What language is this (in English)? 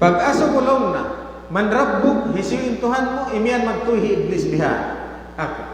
Tausug